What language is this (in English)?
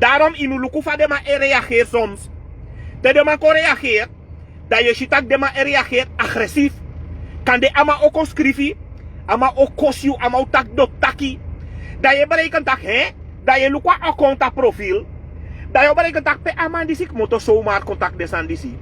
Sranan Tongo